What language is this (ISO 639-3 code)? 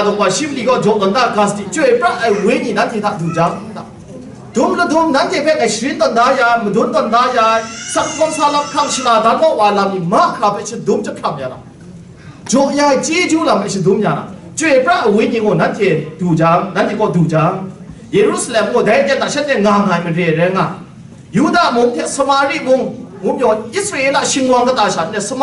kac